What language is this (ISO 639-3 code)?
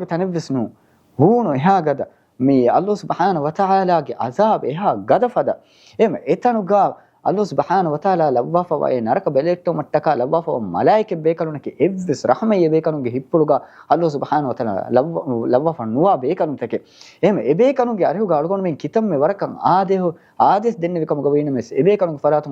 div